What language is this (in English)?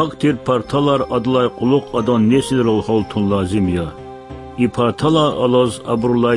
Lezghian